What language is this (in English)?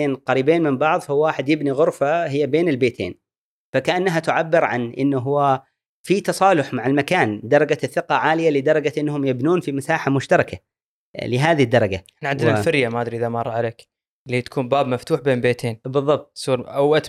Gulf Arabic